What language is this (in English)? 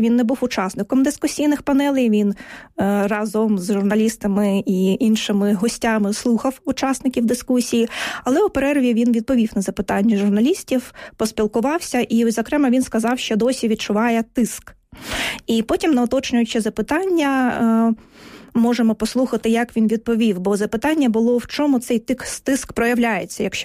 Ukrainian